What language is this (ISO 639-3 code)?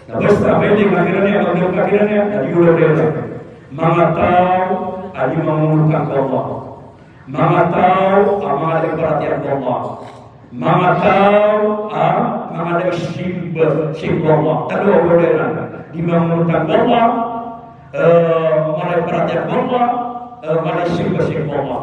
mrw